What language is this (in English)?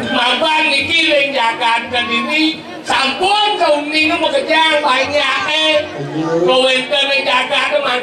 Balinese